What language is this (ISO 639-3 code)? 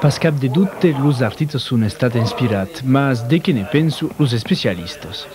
oci